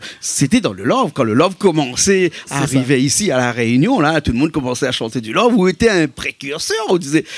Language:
Réunion Creole French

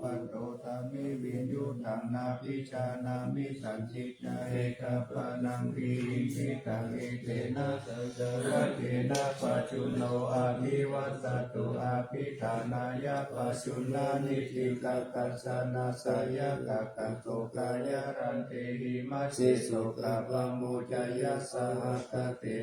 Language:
Pali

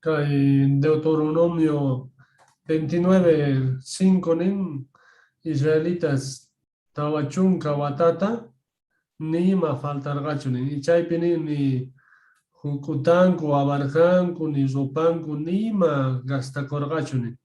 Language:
Quechua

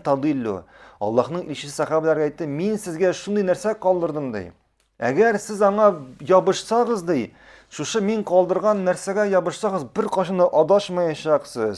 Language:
Tatar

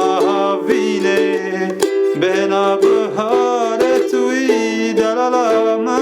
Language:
Kurdish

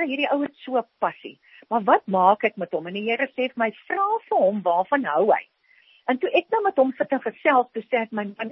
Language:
Afrikaans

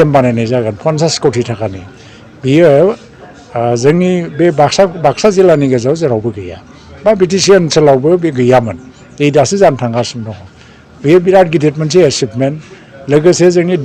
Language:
Bodo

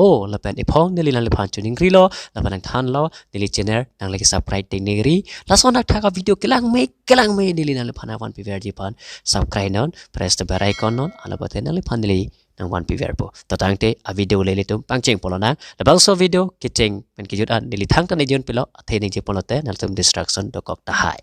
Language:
Karbi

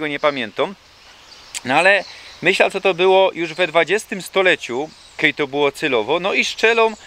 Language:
Silesian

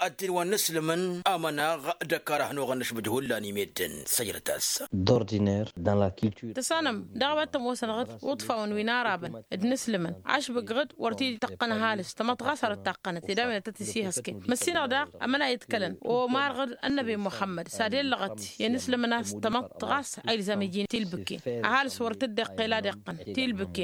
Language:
Tamasheq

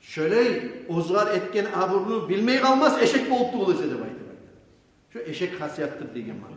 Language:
Kumyk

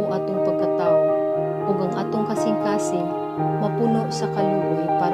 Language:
Cebuano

